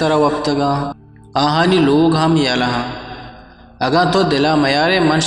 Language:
Eastern Balochi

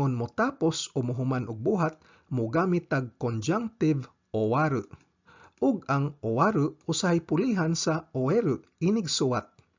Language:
Cebuano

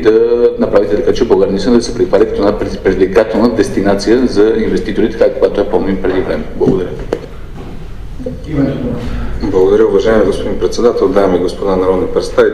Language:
Bulgarian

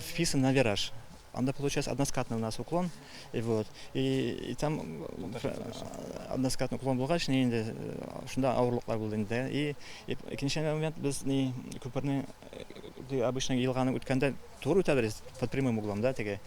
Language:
Tatar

